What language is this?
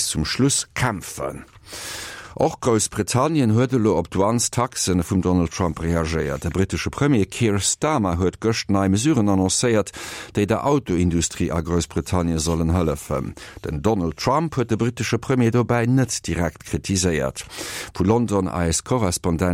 Luxembourgish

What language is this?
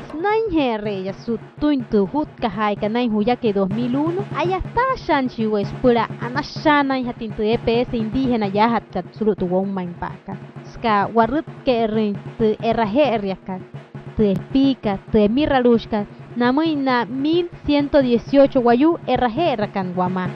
Wayuu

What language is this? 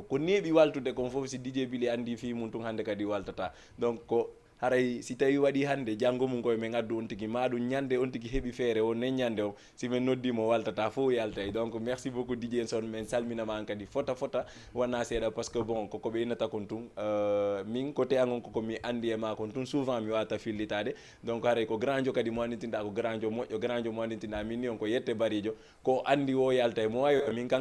Fula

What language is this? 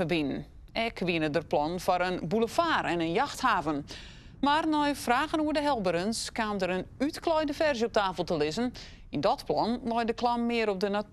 Western Frisian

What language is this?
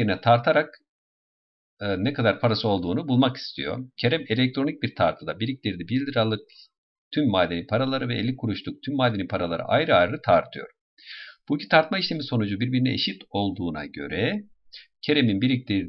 Turkish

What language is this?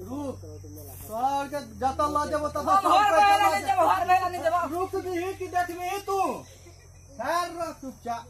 Maithili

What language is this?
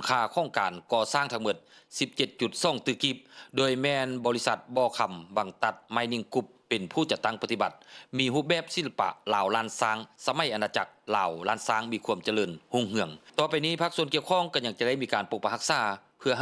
Lao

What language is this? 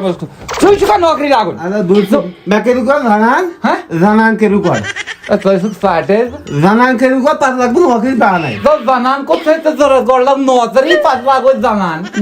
Kashmiri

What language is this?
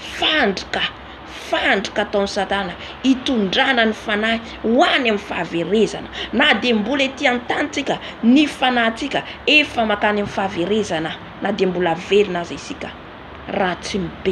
Malagasy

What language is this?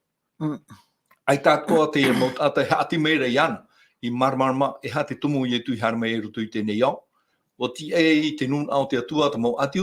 Tahitian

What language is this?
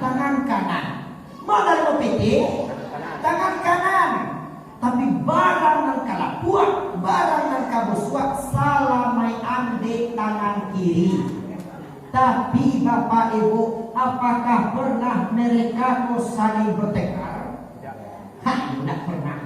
Minangkabau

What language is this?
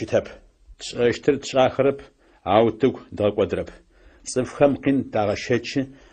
Adyghe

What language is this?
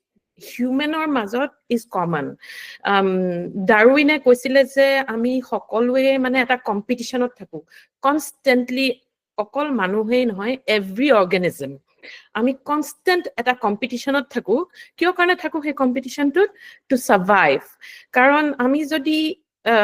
Assamese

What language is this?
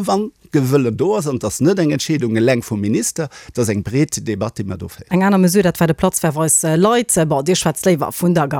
Luxembourgish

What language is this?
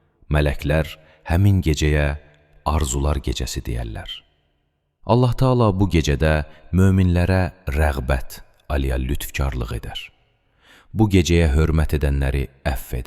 Azerbaijani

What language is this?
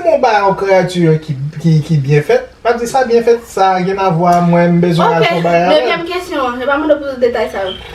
Haitian Creole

